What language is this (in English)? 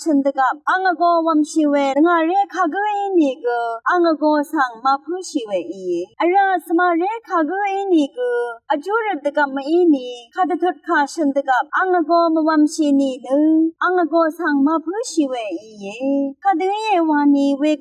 Rawang